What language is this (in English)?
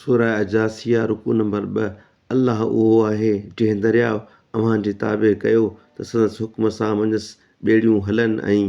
Sindhi